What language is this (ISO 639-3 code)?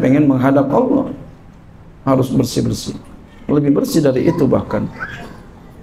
ind